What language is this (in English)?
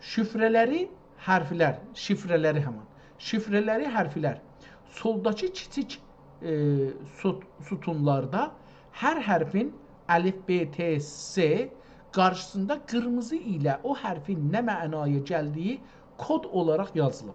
South Azerbaijani